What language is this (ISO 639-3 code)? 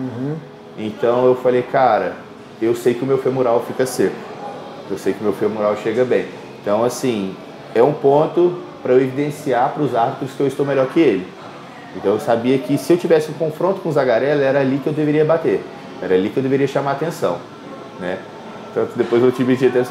por